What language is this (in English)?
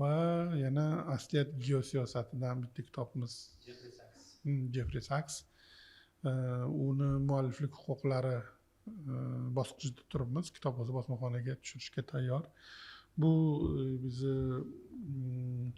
Uzbek